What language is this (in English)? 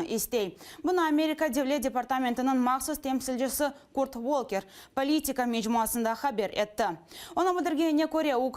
Crimean Tatar